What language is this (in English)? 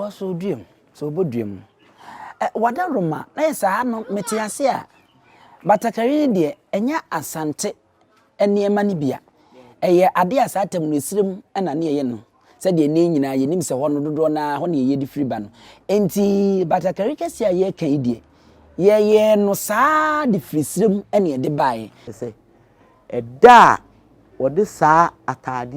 Akan